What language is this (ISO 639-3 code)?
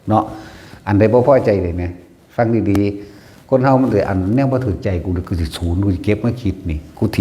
tts